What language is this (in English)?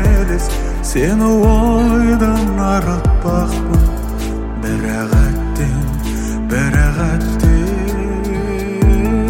Kazakh